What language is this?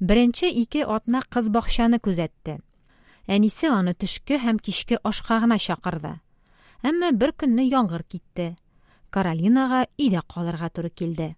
Tatar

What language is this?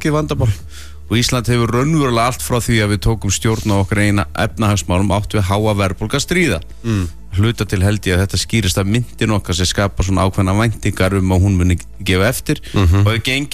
Icelandic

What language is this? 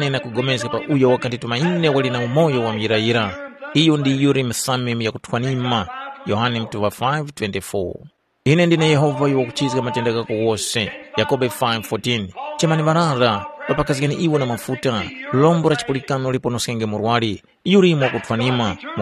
Tumbuka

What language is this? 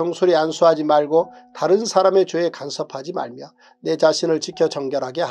Korean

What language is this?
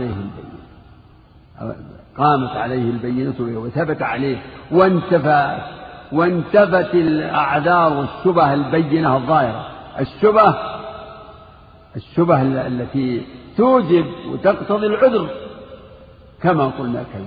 Arabic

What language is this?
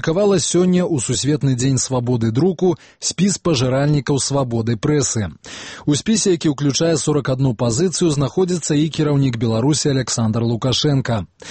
Belarusian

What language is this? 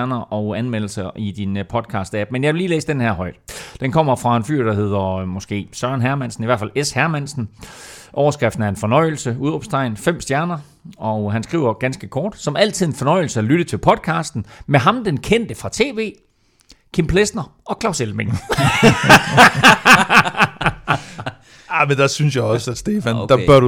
Danish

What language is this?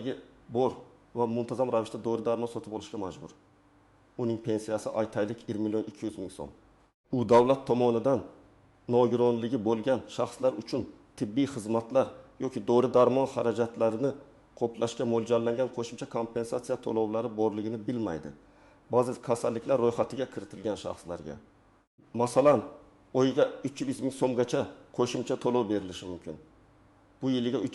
Uzbek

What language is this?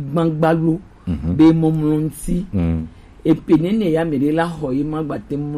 Gen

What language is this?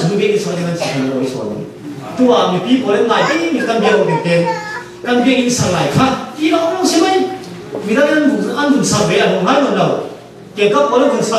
Falam Chin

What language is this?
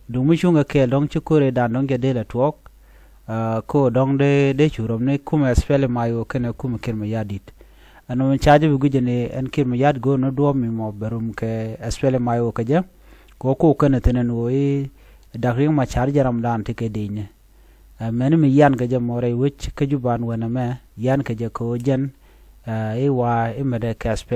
Nuer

